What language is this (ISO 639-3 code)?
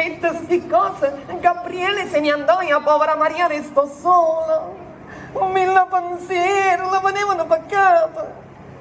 nap